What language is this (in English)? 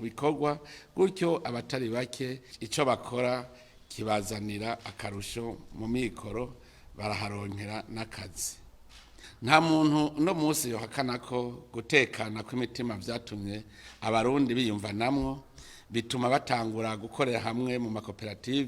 Rundi